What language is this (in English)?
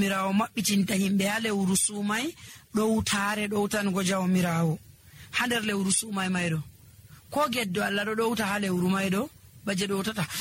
Nigerian Fulfulde